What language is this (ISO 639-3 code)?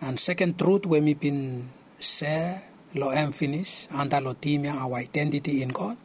bis